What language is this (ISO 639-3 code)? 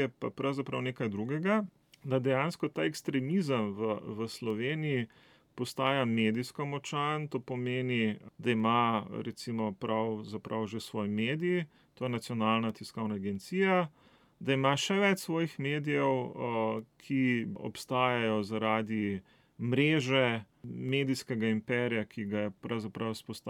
slv